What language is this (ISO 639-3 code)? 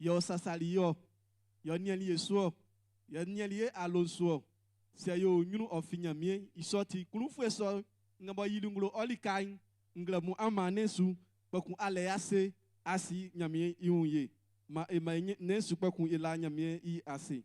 bci